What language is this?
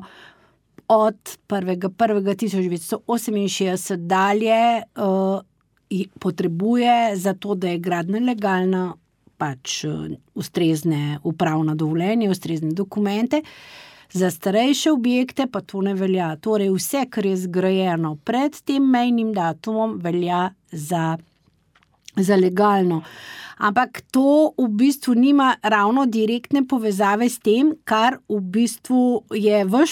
Slovenian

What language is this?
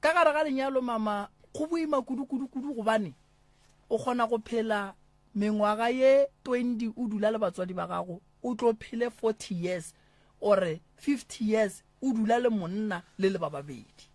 Northern Sotho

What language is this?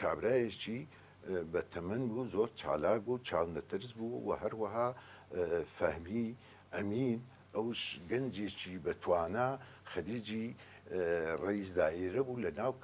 Central Kurdish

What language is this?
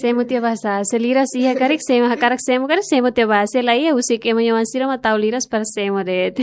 Tetum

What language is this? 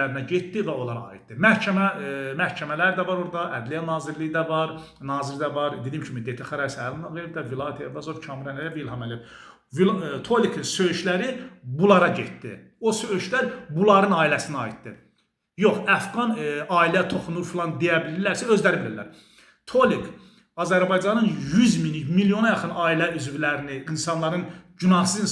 Azerbaijani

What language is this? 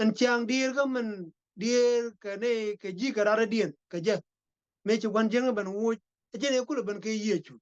Nuer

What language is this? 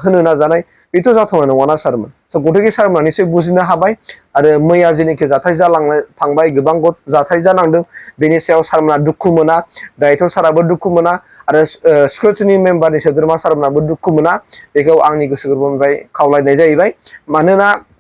Bodo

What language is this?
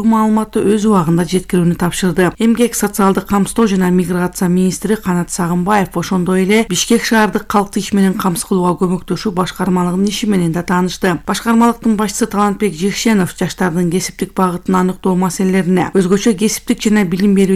Kyrgyz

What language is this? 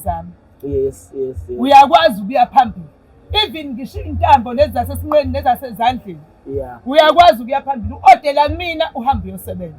Zulu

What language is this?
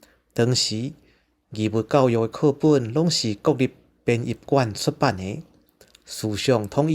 Min Nan Chinese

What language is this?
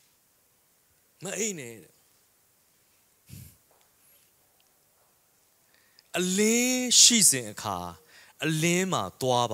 Burmese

